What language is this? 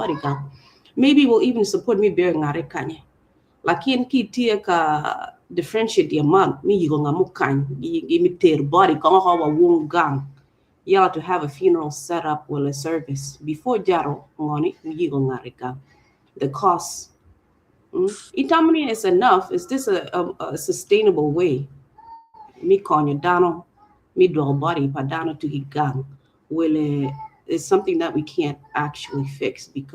Acoli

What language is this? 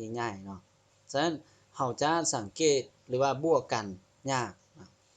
Lao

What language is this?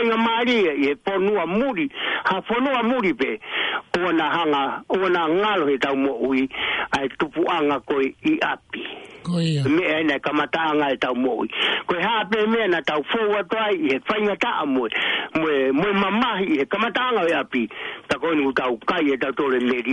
Tongan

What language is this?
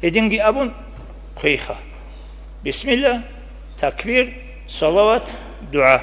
Avaric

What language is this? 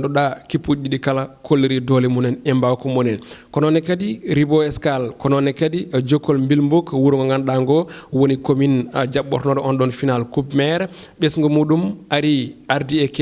Fula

